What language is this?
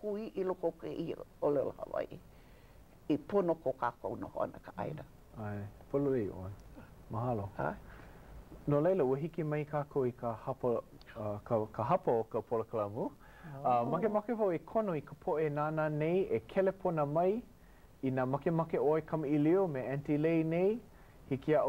Hawaiian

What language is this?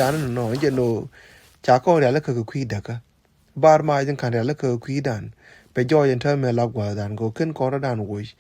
Nuer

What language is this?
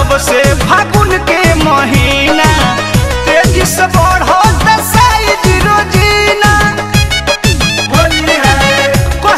Bhojpuri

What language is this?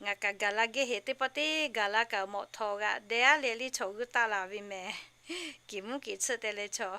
Lahu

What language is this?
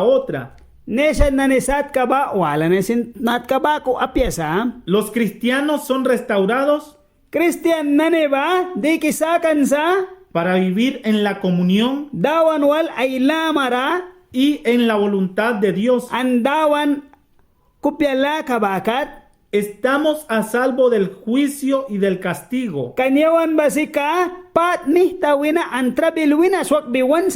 Mískito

